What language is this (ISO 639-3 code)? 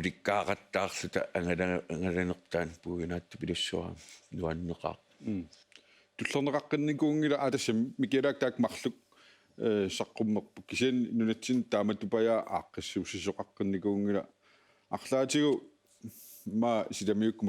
kal